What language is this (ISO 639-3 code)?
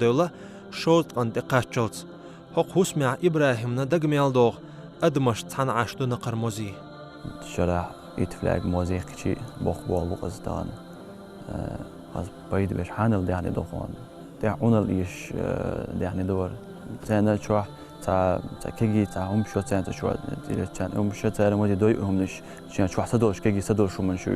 che